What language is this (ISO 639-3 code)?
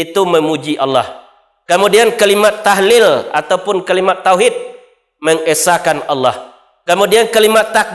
min